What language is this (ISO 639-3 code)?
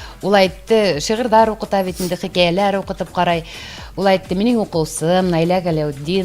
bak